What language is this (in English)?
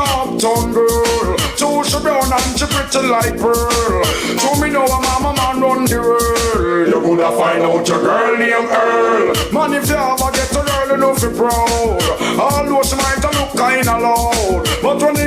Jamaican Creole English